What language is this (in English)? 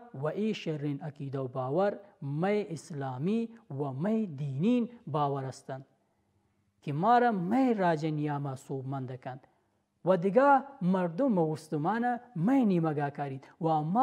Baluchi